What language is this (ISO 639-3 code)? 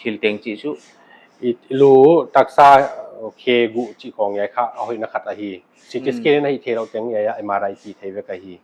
pck